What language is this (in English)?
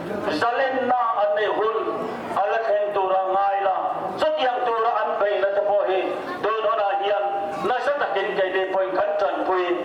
Mizo